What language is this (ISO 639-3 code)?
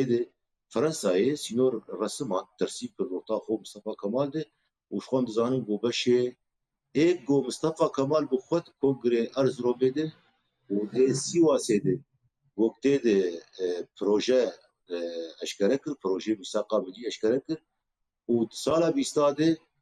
kur